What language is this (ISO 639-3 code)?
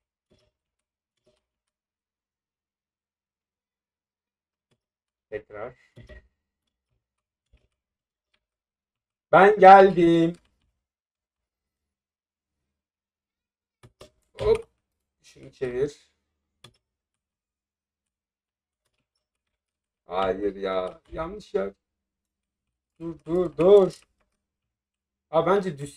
tur